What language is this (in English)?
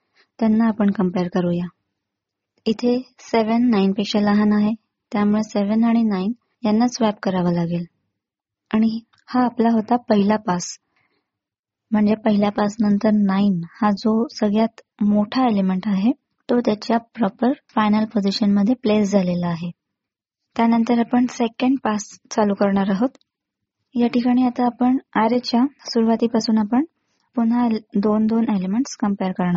Marathi